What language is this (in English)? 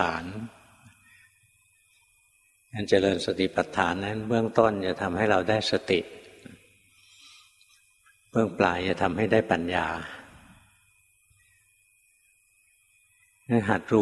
Thai